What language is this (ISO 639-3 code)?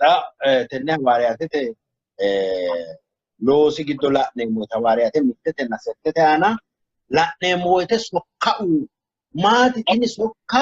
sid